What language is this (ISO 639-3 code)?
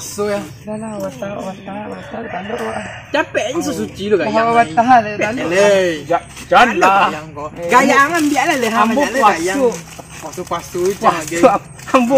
min